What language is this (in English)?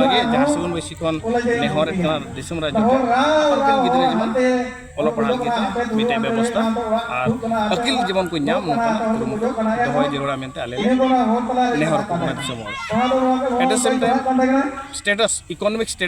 Santali